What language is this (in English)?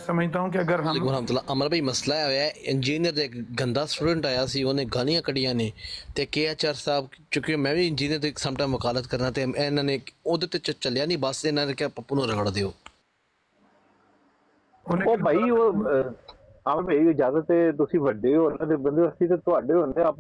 Punjabi